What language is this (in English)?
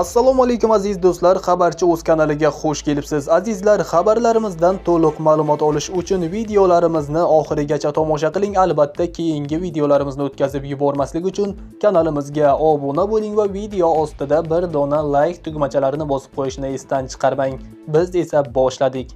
Uzbek